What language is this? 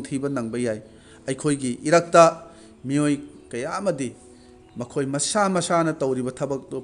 Manipuri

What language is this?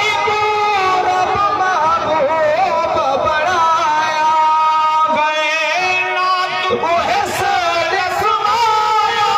Saraiki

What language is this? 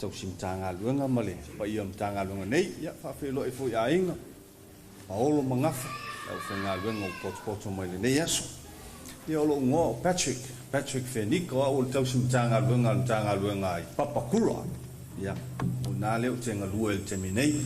Samoan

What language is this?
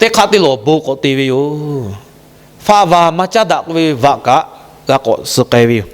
Lahu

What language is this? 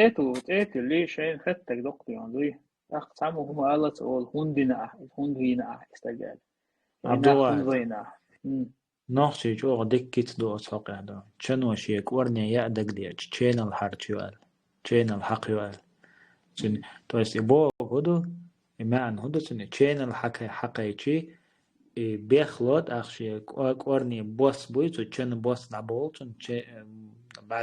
Chechen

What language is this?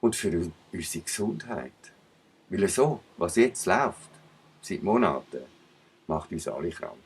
Swiss German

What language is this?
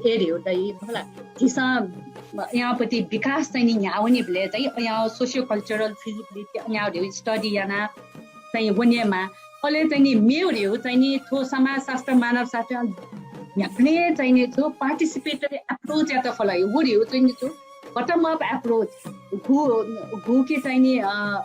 Newari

